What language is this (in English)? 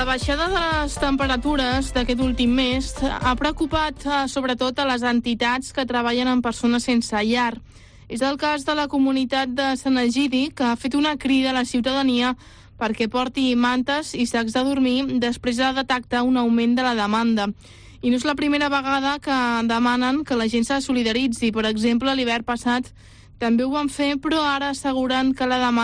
Catalan